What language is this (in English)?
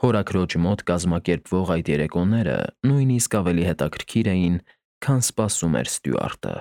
Armenian